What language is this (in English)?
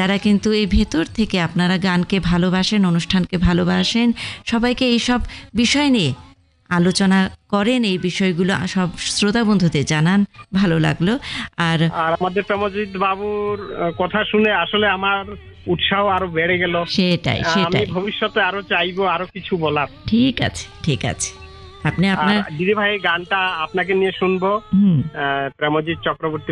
Bangla